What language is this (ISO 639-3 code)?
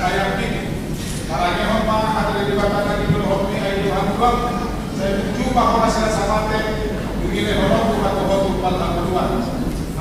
bbc